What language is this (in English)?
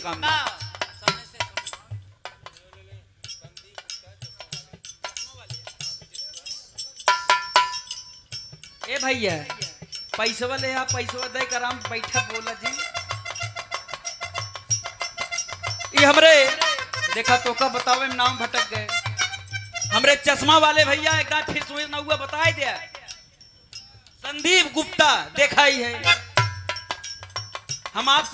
Bhojpuri